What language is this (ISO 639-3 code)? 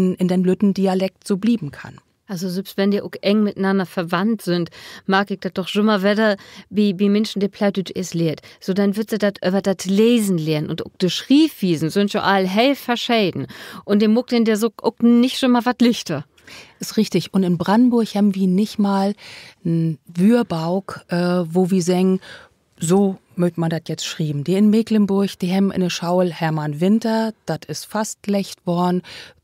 nds